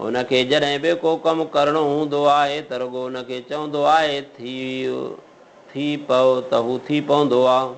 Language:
Sindhi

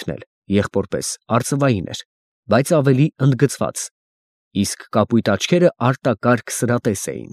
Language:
Armenian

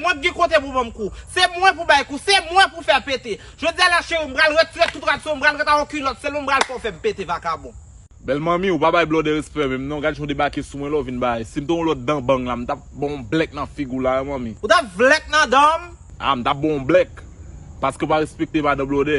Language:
Haitian Creole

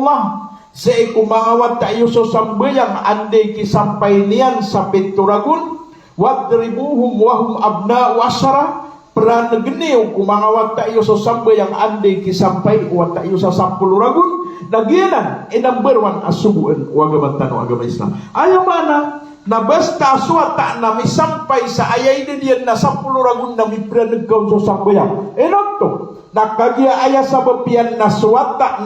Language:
Maranao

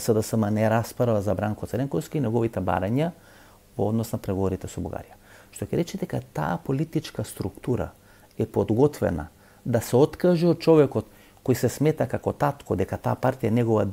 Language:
Macedonian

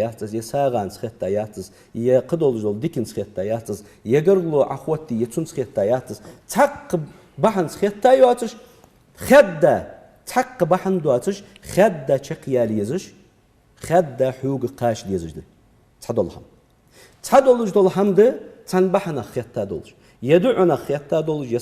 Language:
Ingush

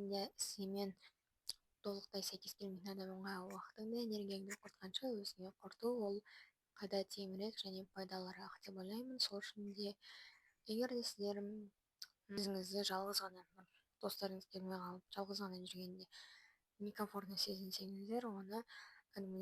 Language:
Kazakh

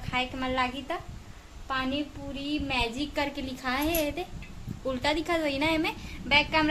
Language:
Chhattisgarhi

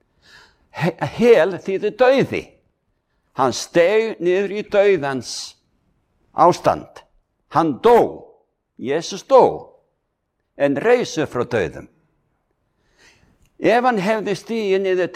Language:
Icelandic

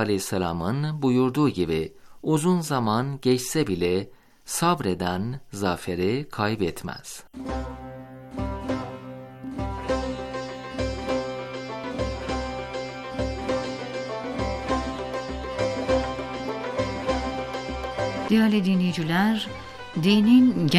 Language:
Turkish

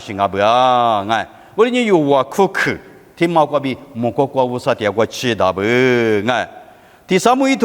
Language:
Lisu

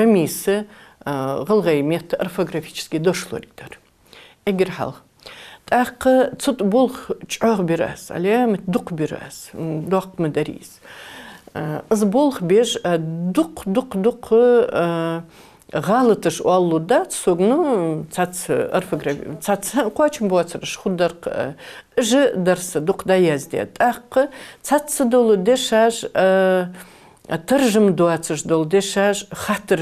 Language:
Ingush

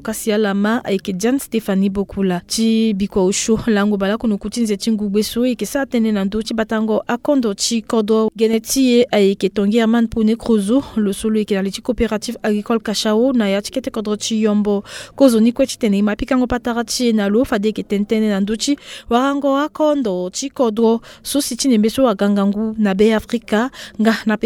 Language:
Sango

